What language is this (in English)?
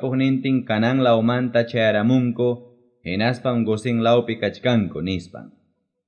Quechua